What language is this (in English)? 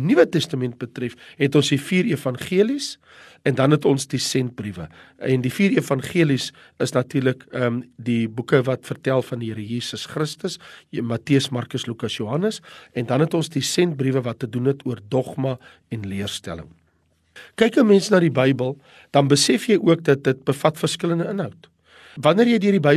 Afrikaans